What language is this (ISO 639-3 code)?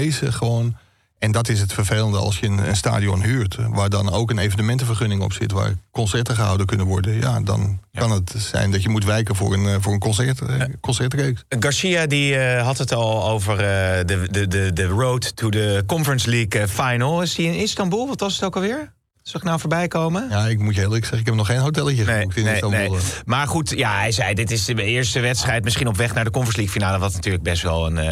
nld